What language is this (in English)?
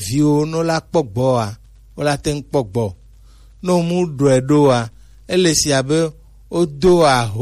Gen